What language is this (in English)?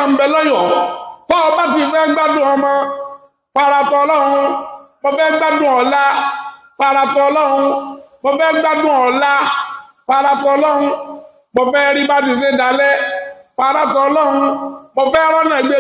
Yoruba